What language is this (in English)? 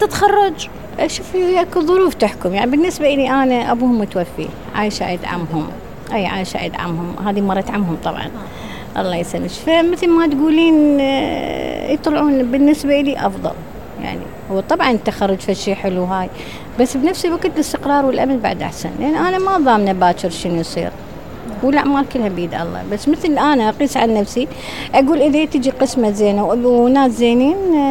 Mesopotamian Arabic